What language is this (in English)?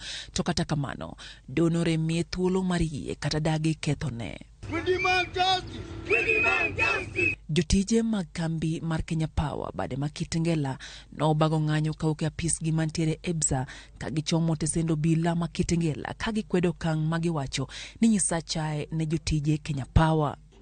Luo (Kenya and Tanzania)